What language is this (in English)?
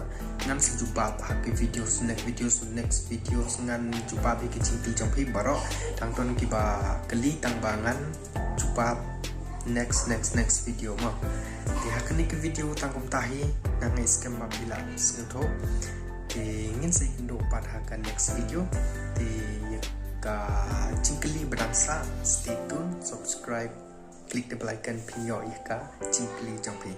Khasi